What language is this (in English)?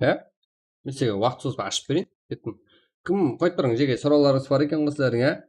Kara-Kalpak